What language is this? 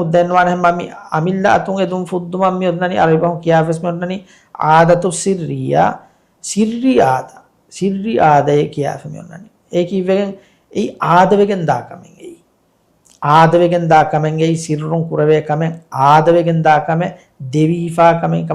Divehi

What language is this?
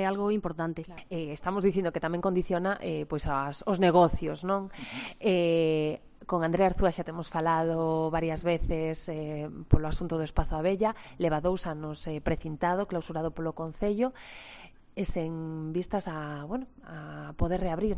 Galician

